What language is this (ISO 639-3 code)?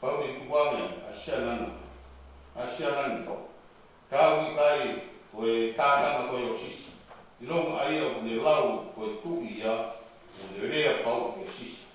ton